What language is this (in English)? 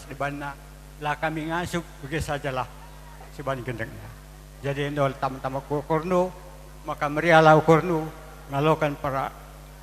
Batak Karo